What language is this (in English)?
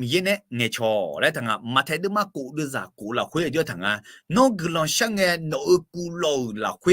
Akha